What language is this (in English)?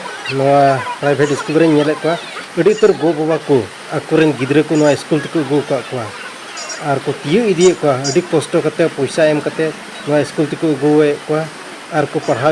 Santali